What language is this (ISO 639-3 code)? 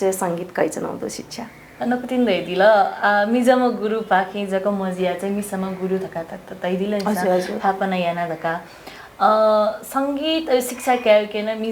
new